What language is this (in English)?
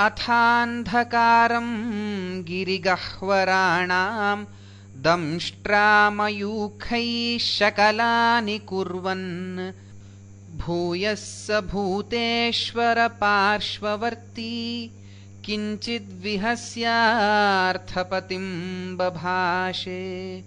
Sanskrit